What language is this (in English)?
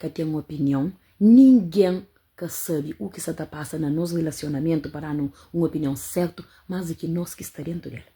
Kabuverdianu